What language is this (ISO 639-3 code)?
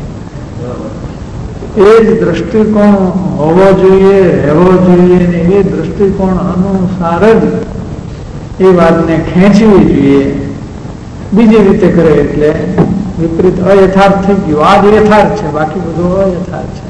guj